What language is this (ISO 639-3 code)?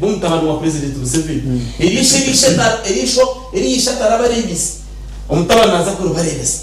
nyn